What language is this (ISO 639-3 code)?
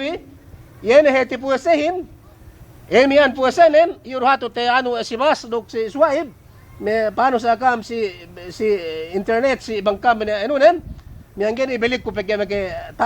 yka